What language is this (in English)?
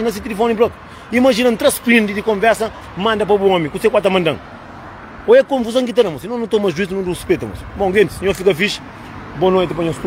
Kabuverdianu